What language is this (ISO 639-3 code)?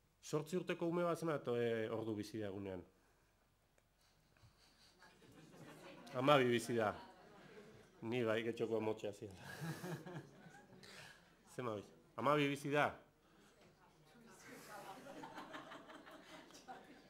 eus